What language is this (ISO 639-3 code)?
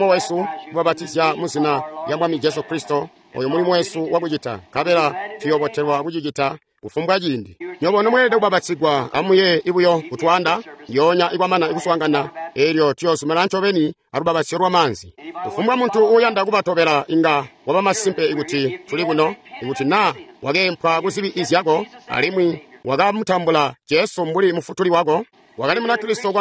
toi